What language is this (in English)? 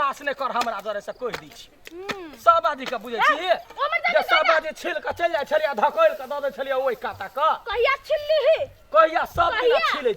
Maithili